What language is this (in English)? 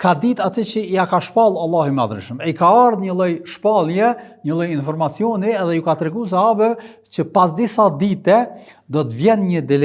Albanian